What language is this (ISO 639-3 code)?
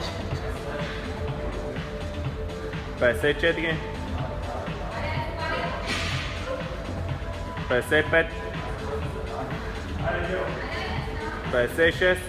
bul